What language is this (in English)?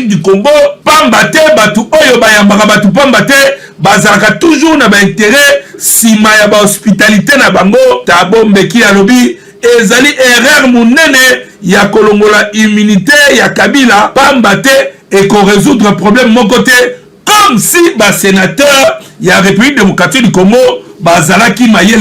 Lingala